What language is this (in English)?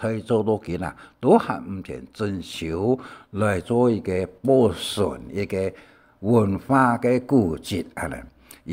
Hakka Chinese